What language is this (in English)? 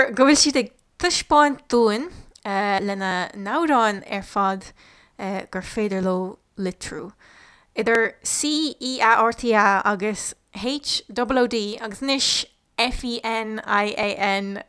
Irish